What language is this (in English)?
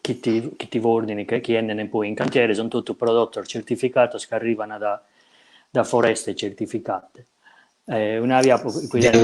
Sardinian